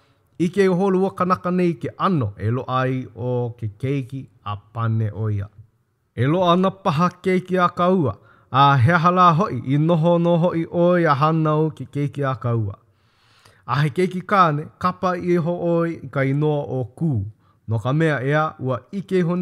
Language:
Hawaiian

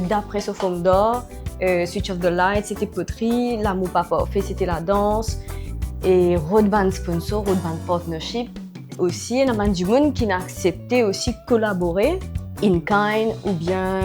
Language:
Morisyen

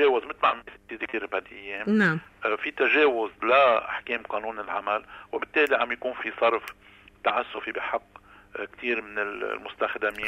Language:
North Levantine Arabic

